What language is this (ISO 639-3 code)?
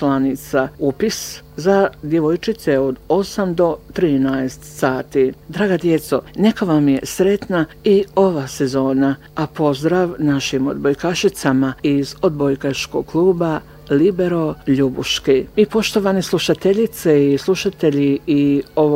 bos